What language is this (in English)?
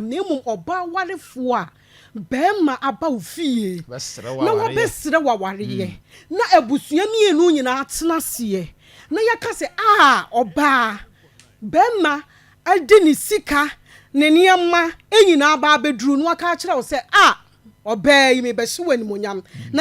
Akan